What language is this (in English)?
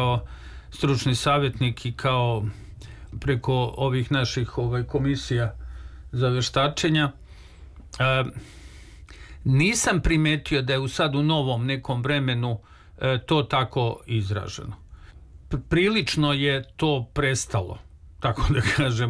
Serbian